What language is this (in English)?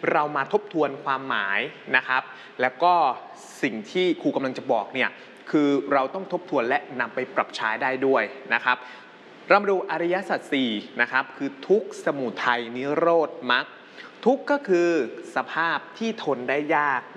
Thai